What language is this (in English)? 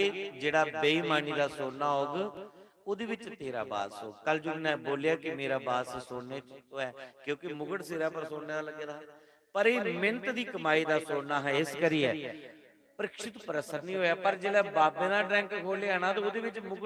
Dogri